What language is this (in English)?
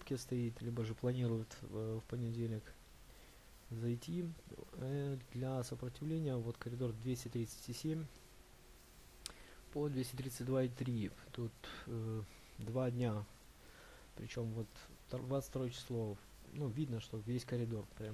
Russian